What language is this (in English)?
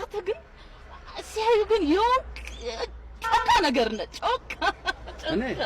Amharic